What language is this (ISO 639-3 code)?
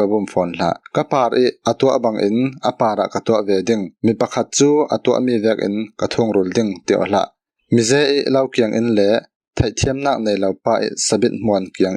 cfm